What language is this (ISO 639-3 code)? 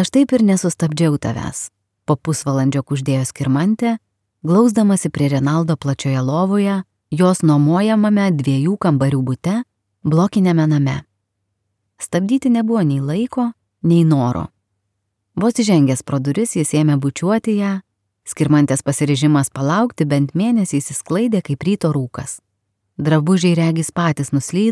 lit